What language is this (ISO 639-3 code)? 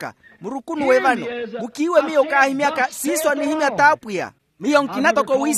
vmw